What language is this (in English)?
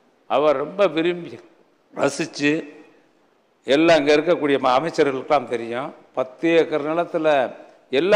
Tamil